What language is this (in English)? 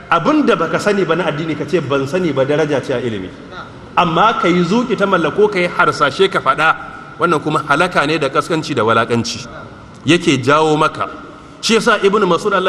Hausa